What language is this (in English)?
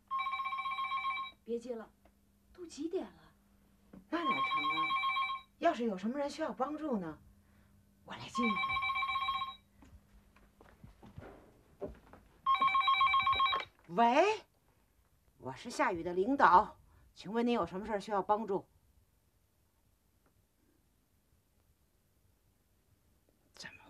Chinese